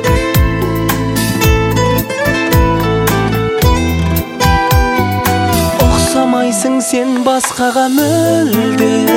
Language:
Kazakh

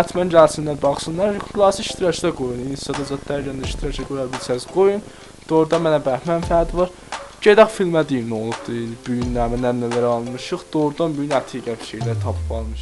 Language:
South Azerbaijani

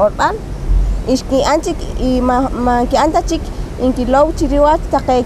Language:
Poqomchi'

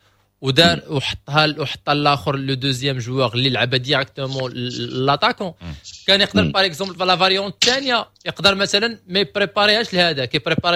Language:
Moroccan Arabic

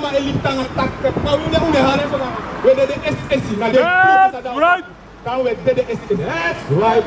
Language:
Sranan Tongo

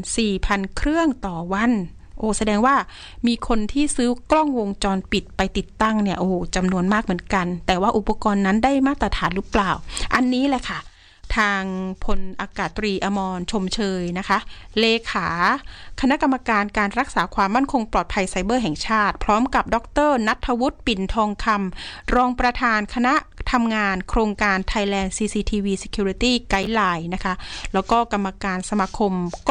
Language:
Thai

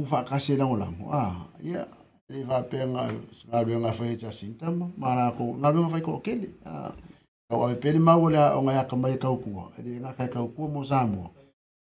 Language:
Samoan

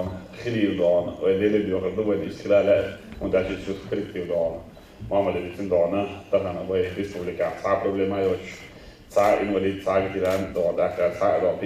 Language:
Chechen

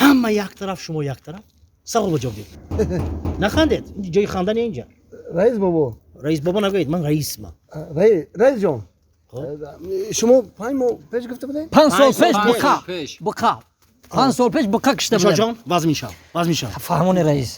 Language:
Tajik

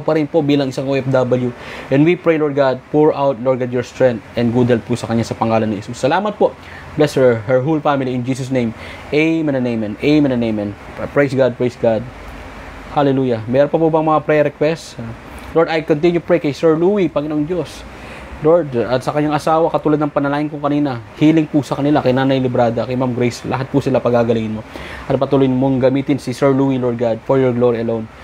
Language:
Filipino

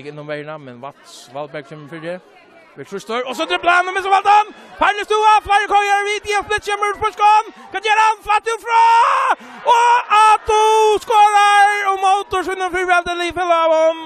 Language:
Faroese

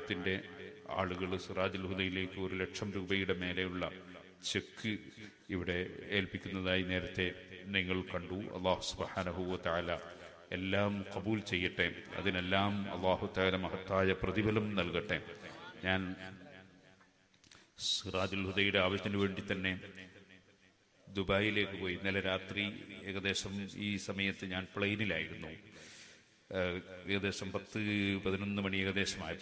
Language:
Malayalam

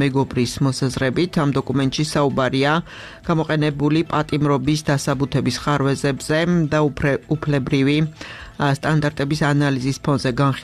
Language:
Georgian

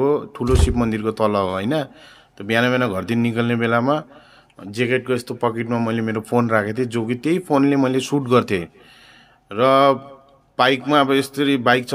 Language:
Nepali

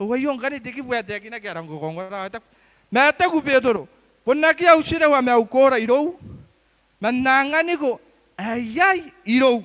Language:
Gilbertese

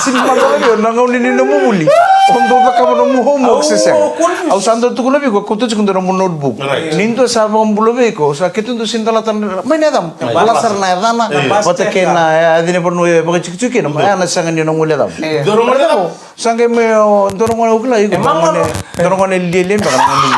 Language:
Fijian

